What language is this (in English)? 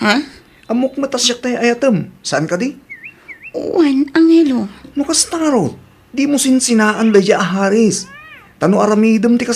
Iloko